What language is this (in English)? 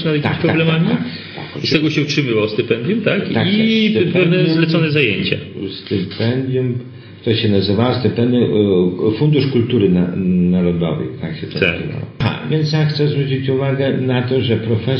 Polish